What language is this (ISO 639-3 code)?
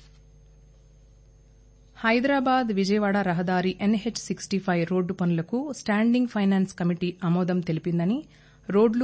tel